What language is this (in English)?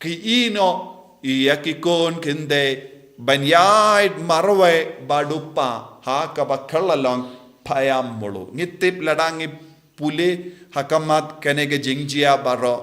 Khasi